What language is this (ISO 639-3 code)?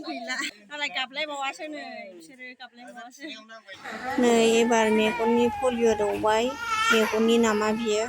brx